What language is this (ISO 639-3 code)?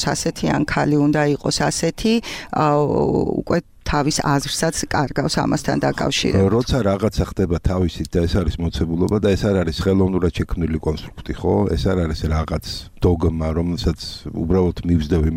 kat